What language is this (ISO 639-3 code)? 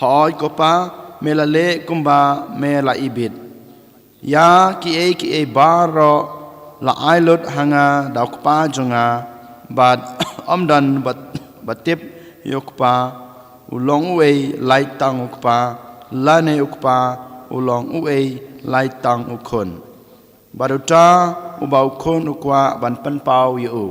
kha